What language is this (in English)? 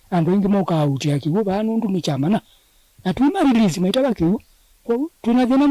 Kamba